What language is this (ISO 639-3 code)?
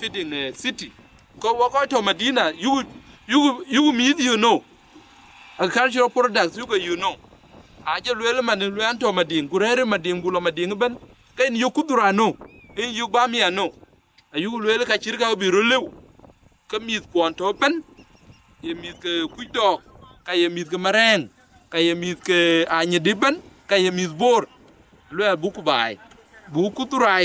din